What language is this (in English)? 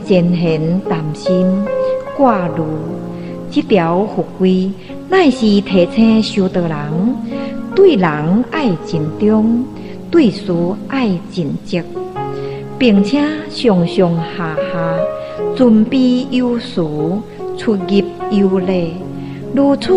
Min Nan Chinese